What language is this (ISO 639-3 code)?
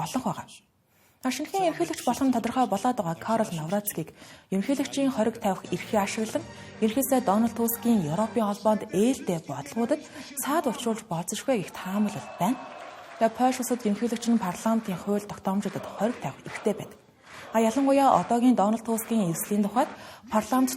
mon